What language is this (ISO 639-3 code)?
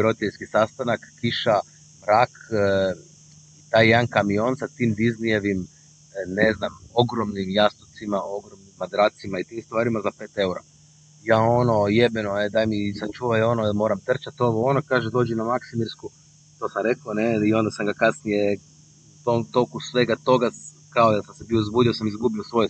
hrv